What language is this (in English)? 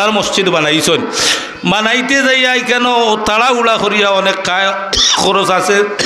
Sylheti